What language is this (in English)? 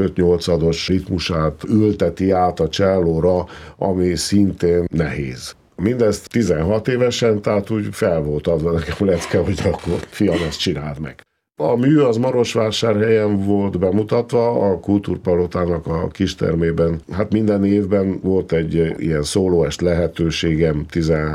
Hungarian